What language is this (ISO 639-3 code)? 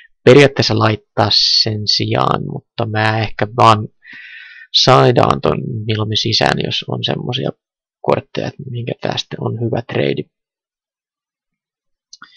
fin